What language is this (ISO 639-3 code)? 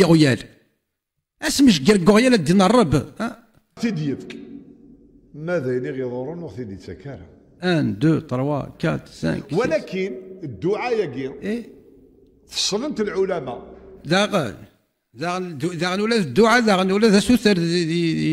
kab